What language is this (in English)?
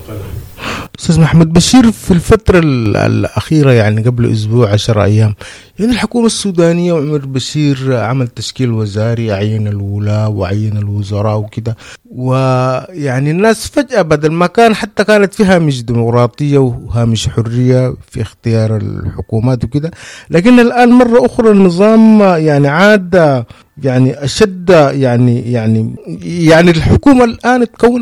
Sudanese Arabic